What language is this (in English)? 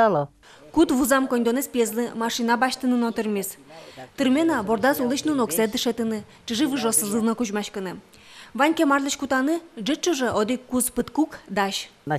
Udmurt